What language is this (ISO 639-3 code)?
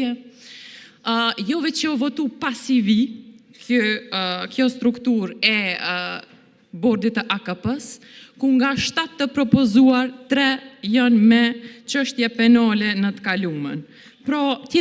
sqi